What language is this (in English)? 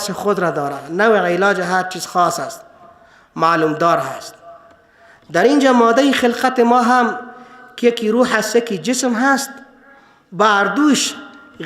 Persian